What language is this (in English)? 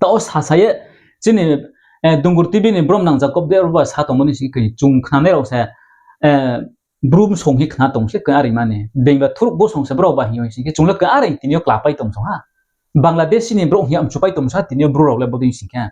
Riang (India)